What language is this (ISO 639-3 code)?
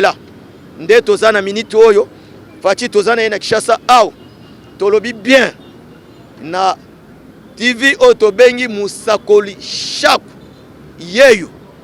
lin